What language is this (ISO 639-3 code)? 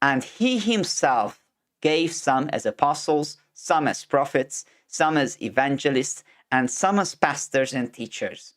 eng